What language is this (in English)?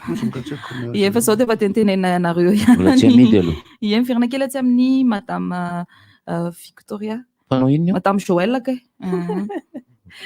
Malagasy